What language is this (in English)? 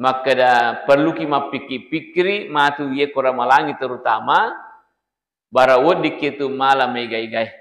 Buginese